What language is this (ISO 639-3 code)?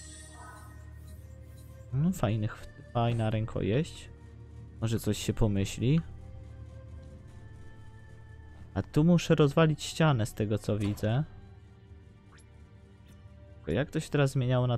pol